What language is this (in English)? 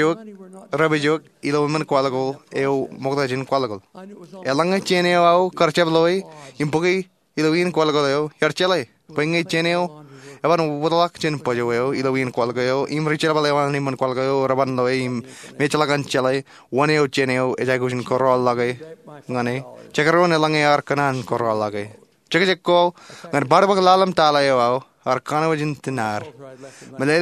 Marshallese